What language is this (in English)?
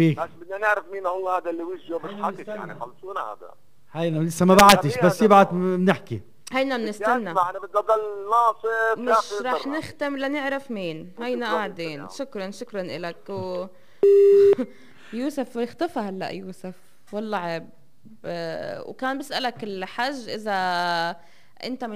North Levantine Arabic